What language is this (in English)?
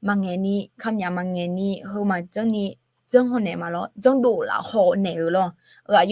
Akha